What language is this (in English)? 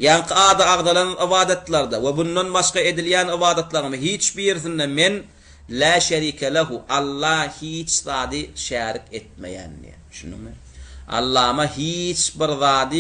Turkmen